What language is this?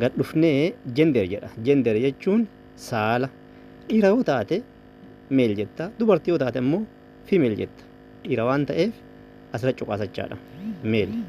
Oromo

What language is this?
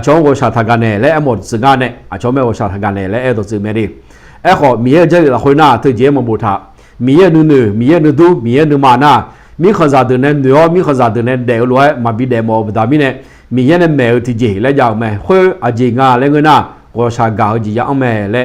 Akha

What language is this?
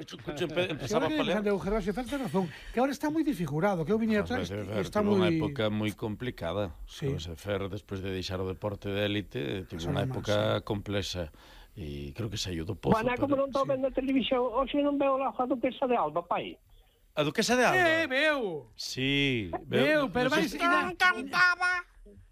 Galician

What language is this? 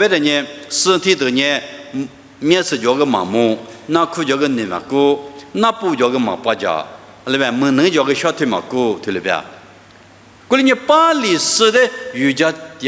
Lisu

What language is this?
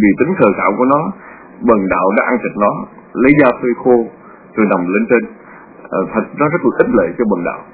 Vietnamese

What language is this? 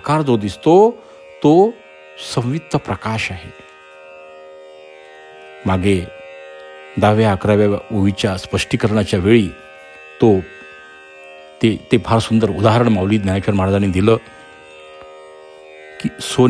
Marathi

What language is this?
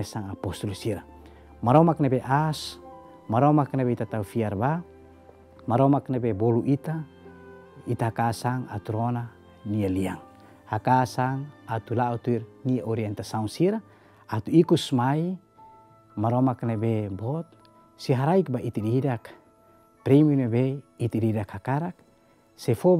Tetum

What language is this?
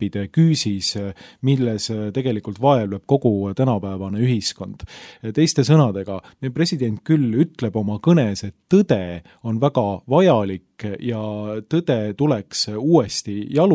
Estonian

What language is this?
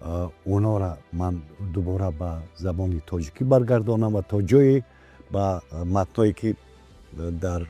Tajik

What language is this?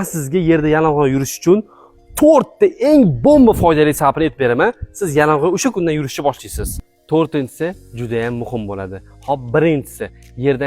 Uzbek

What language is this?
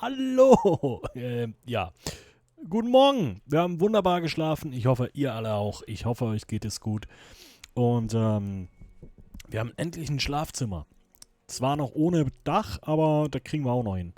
Swiss German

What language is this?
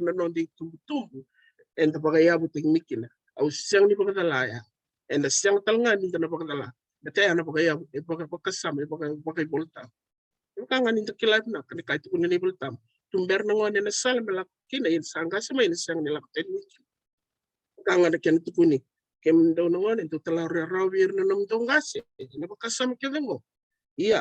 Fijian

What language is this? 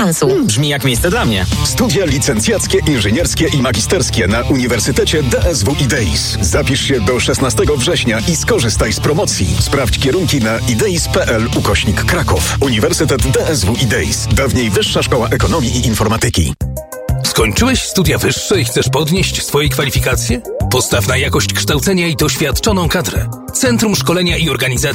Polish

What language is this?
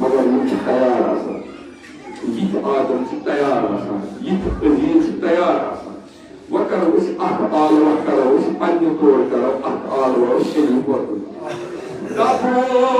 Kashmiri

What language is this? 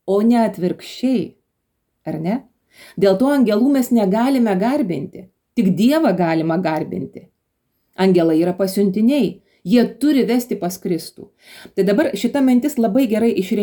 Lithuanian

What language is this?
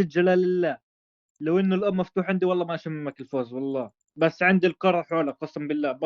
North Levantine Arabic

